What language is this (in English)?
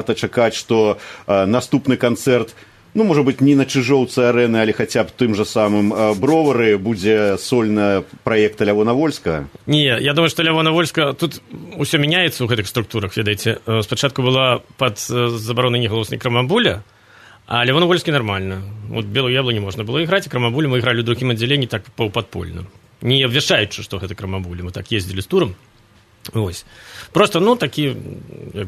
Belarusian